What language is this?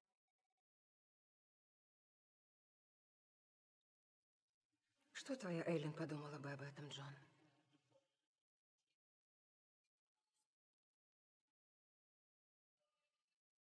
Russian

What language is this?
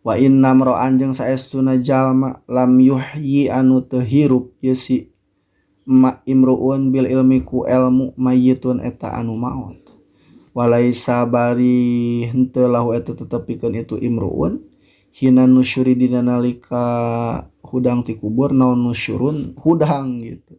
Sundanese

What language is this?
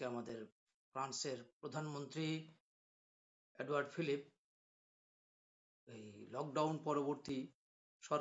Bangla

